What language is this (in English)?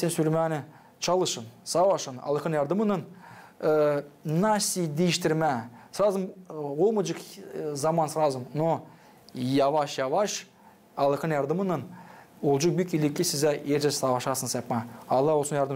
Gagauz